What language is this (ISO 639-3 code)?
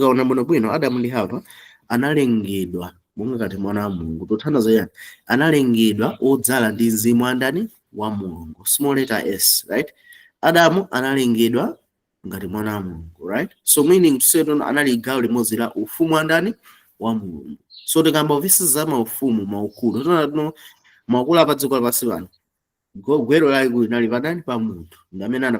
nya